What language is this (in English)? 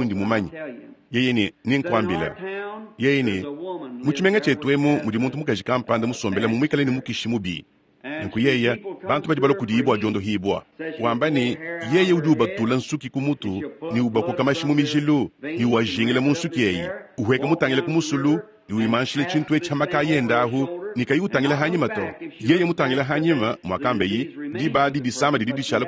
Luba-Lulua